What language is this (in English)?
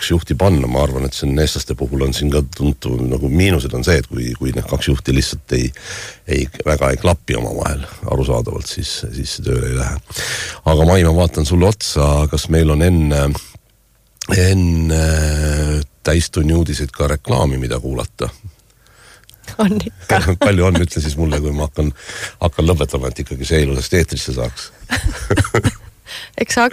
Estonian